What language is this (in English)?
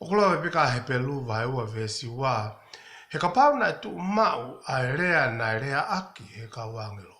Tongan